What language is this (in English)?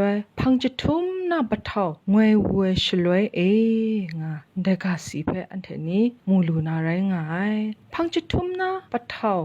Kachin